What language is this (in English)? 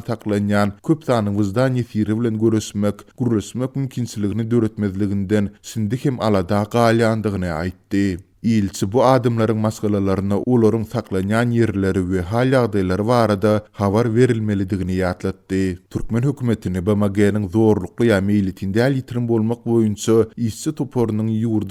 Turkmen